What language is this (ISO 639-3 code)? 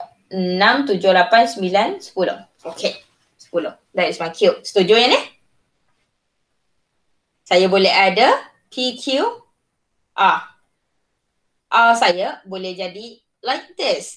msa